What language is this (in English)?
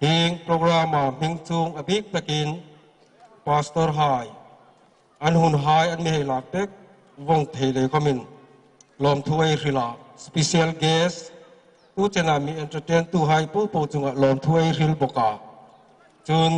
Hmar